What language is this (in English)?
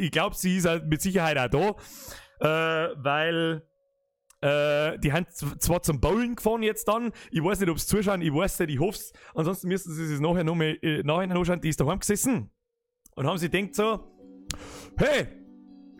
Bavarian